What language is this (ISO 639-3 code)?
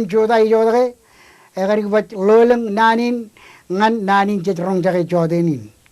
mah